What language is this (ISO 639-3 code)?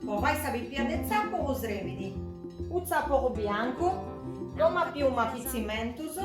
srd